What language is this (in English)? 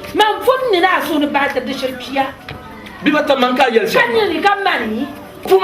Dagbani